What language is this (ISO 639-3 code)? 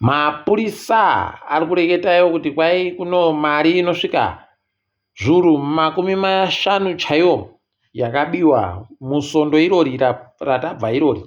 ndc